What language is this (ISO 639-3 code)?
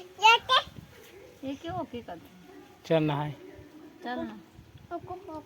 hne